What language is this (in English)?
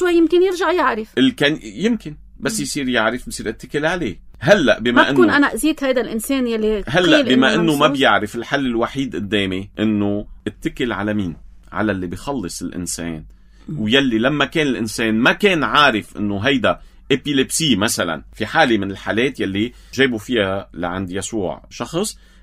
North Levantine Arabic